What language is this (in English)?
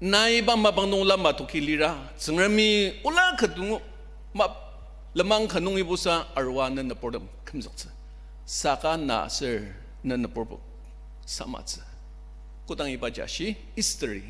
Ao Naga